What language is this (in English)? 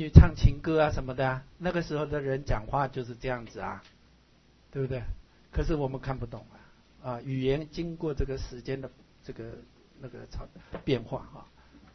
Chinese